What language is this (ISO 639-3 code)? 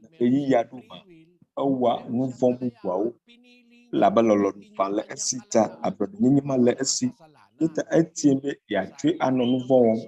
ewe